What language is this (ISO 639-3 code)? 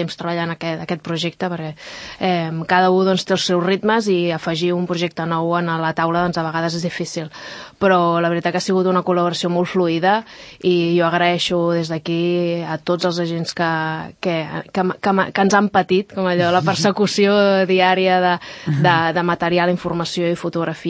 cat